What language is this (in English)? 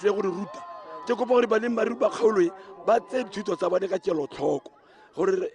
Tswana